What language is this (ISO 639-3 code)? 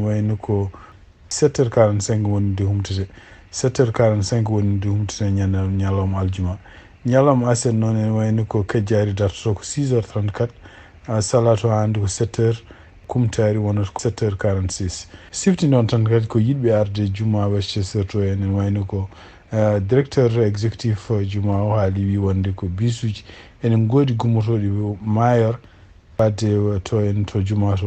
ful